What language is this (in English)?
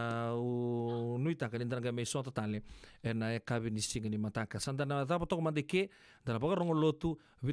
Fijian